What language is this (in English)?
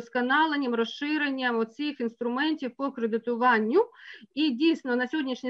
Ukrainian